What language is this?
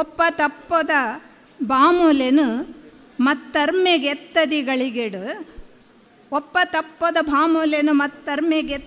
Tulu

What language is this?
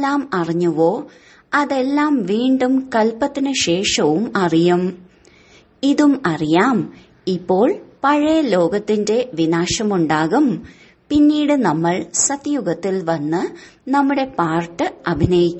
Malayalam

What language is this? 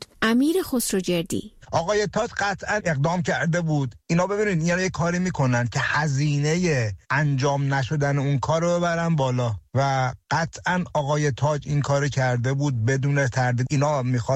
Persian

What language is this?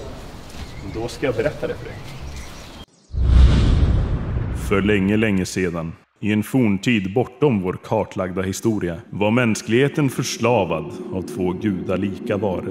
Swedish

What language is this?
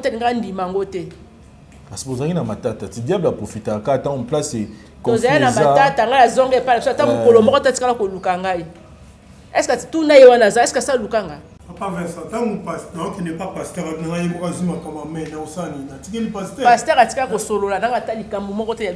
Lingala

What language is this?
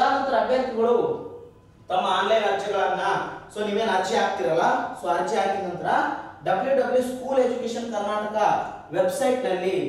Kannada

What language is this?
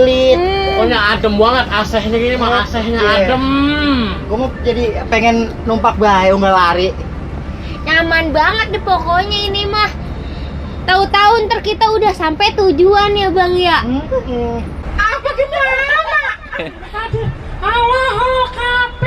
Betawi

